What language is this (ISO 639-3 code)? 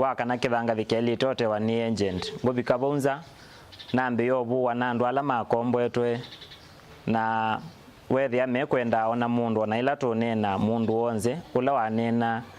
kam